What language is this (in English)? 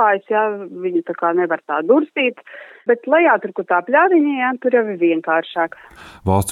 Latvian